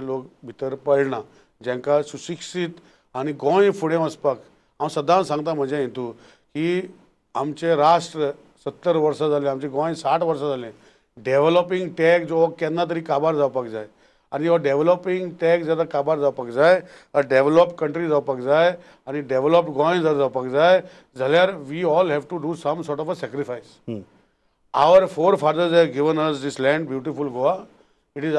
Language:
Konkani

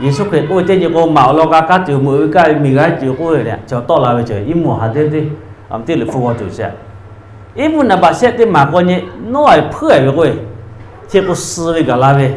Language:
Lahu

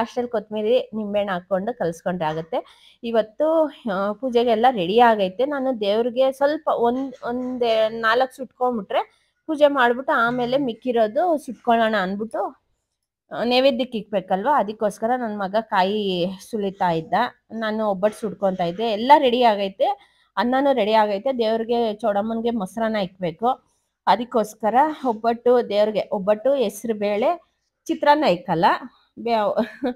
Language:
Kannada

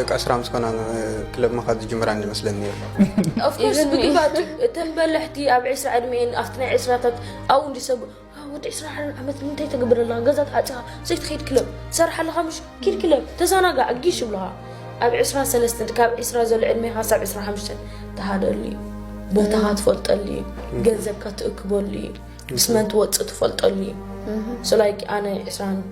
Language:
Tigrinya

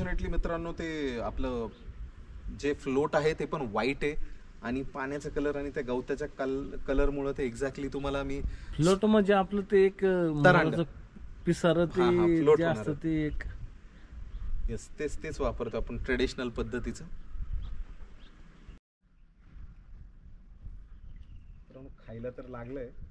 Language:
Marathi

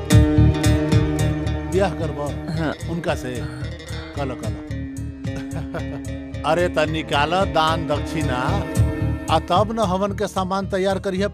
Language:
Bhojpuri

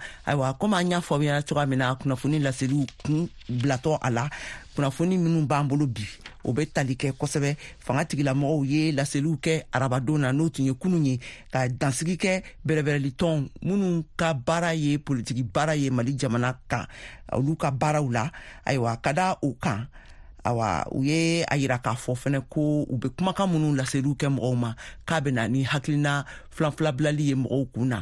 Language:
Bambara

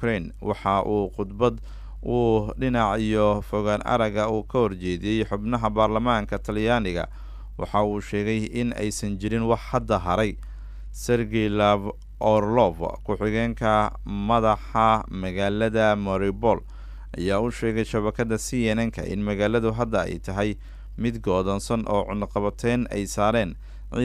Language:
Somali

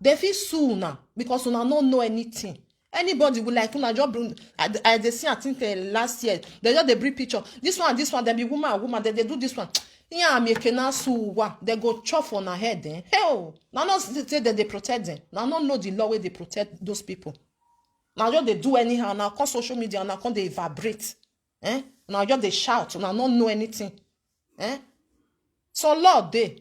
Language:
Nigerian Pidgin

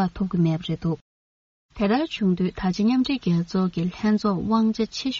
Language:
Tibetan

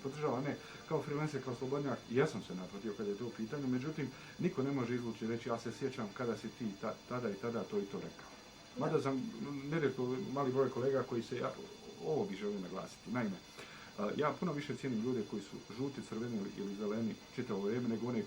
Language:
Bosnian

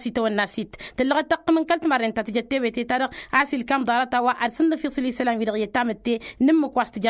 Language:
Tamasheq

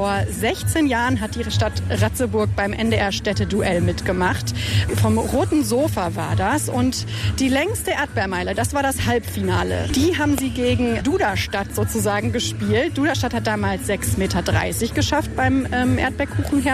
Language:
German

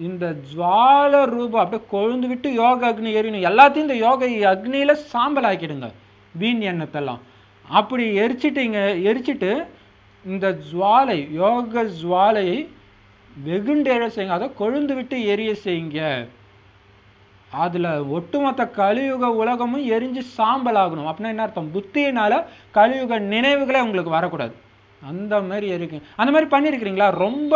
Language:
Tamil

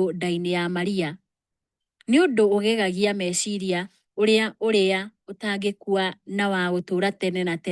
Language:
Kikuyu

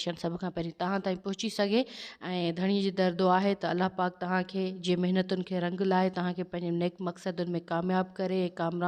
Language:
Sindhi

